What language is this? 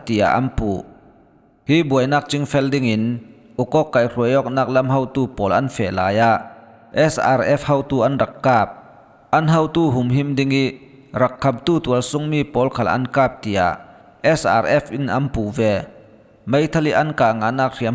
Falam Chin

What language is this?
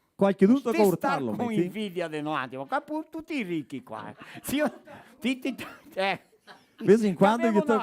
Venetian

